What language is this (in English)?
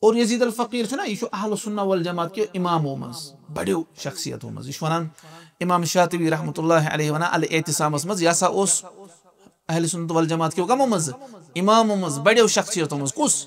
Kashmiri